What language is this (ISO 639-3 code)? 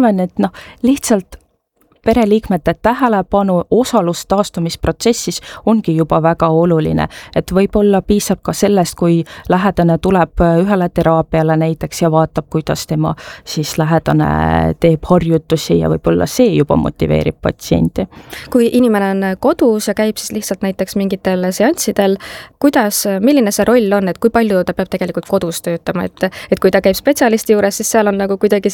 est